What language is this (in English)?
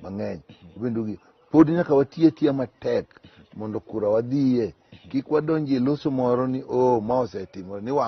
Luo (Kenya and Tanzania)